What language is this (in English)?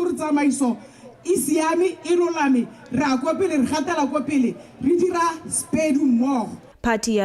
Tswana